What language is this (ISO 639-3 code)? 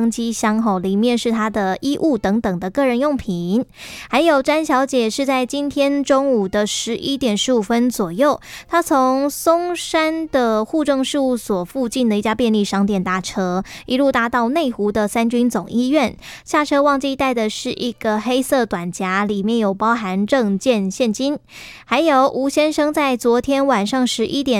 zho